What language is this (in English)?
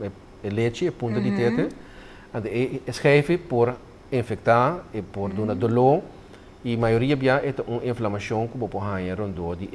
Papiamento